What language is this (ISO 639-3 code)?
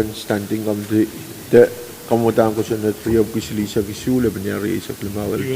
pon